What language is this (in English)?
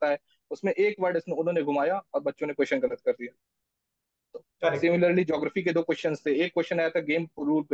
Hindi